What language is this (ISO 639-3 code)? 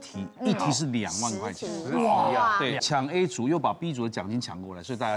zho